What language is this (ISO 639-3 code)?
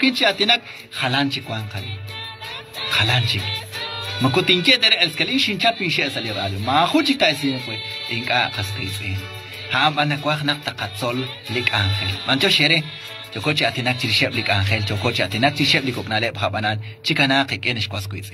kek